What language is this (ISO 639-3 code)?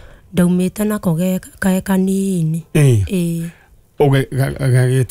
kik